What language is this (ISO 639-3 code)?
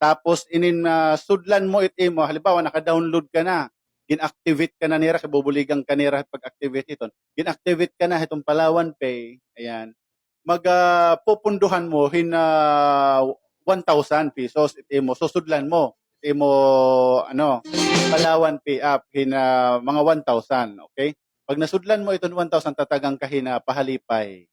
war